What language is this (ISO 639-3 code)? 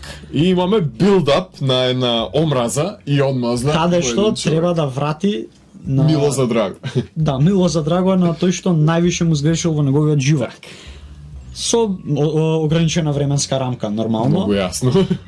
mkd